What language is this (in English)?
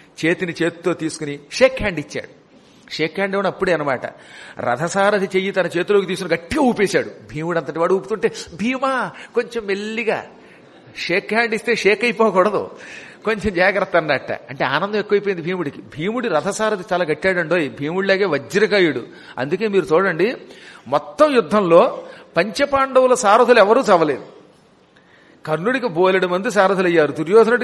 Telugu